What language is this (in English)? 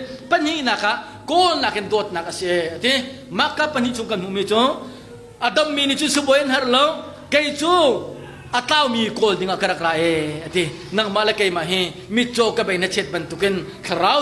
Hakha Chin